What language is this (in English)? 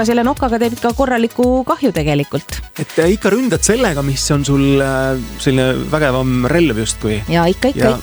Estonian